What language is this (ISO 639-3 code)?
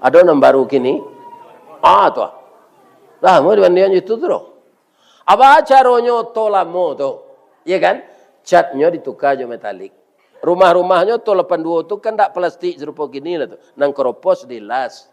min